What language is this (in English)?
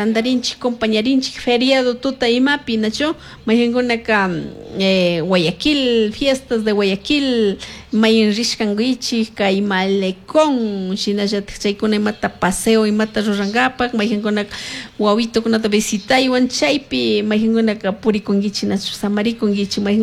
Chimborazo Highland Quichua